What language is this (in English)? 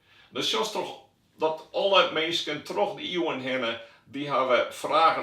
Western Frisian